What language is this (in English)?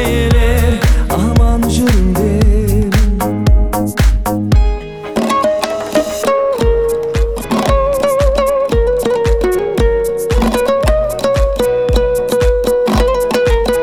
Kazakh